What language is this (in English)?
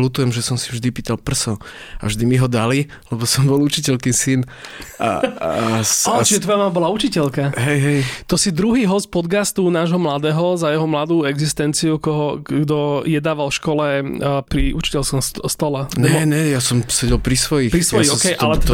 Slovak